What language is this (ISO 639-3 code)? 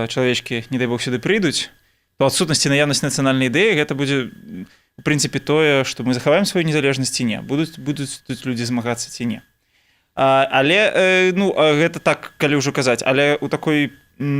bel